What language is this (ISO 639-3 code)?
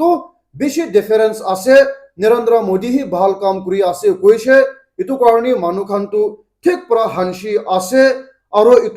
nag